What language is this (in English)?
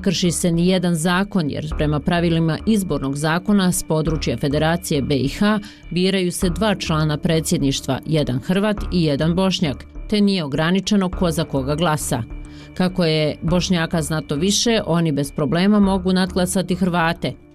Bosnian